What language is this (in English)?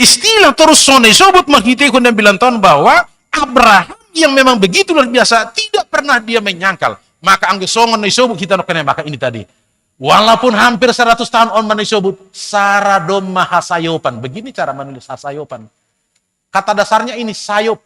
Batak Simalungun